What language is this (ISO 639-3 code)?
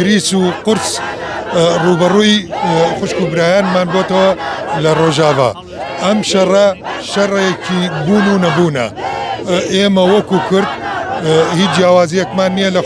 ckb